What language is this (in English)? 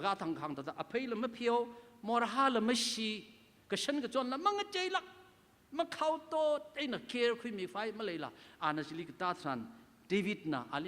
Tangkhul Naga (India)